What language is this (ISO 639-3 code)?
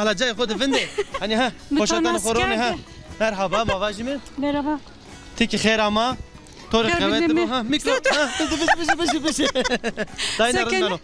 zza